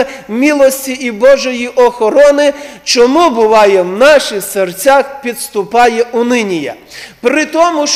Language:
Ukrainian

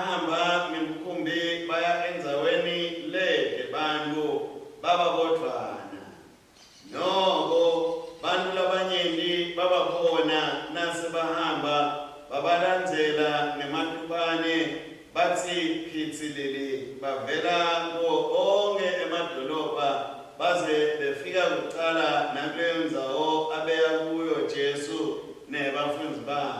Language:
Swati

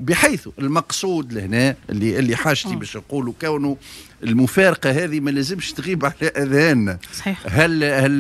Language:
Tunisian Arabic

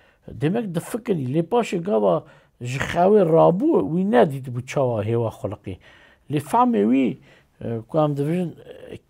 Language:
Kurdish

